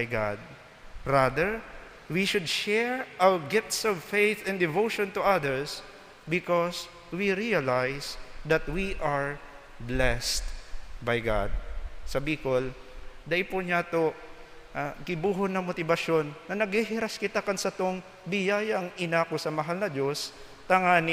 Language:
Bikol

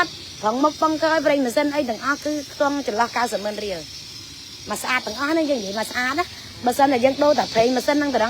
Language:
Khmer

